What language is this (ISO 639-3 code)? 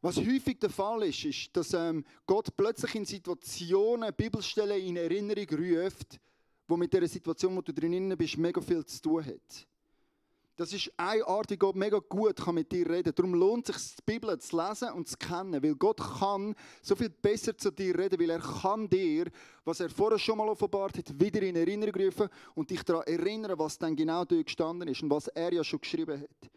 gsw